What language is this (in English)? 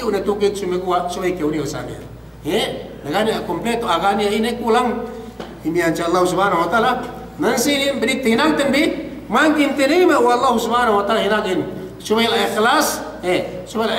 Yakan